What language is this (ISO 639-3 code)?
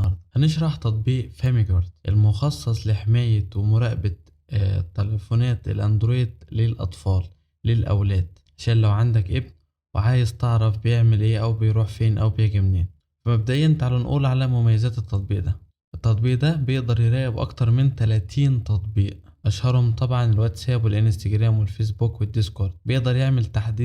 arz